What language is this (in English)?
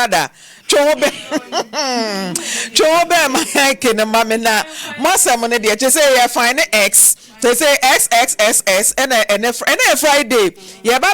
Akan